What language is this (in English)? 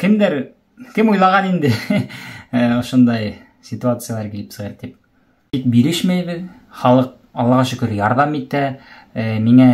Bashkir